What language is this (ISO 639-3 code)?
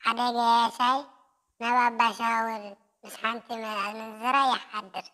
tir